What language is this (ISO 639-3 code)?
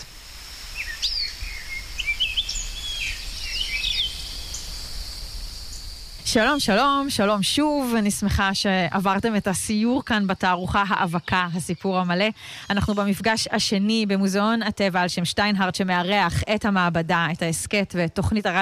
heb